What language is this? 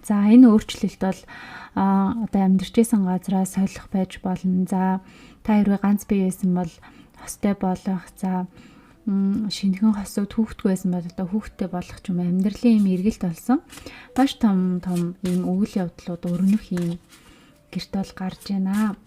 Mongolian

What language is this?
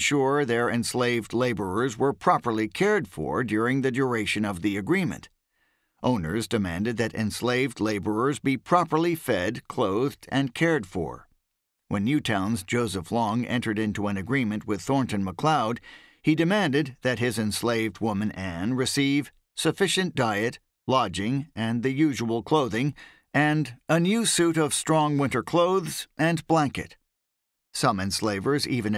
English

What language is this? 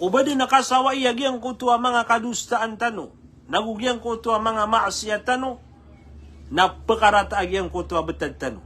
Maranao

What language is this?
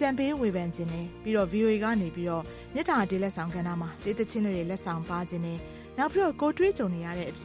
Burmese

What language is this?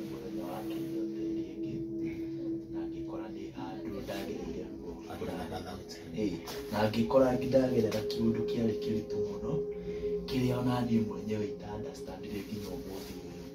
Kikuyu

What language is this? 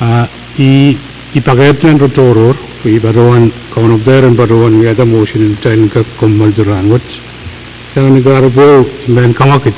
Pohnpeian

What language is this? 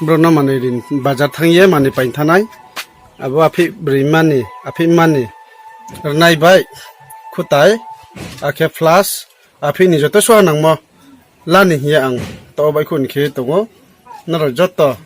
Riang (India)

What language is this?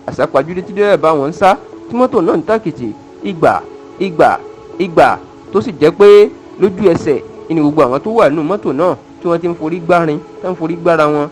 Yoruba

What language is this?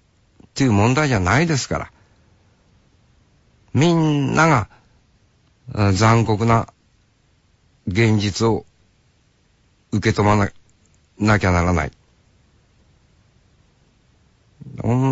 Japanese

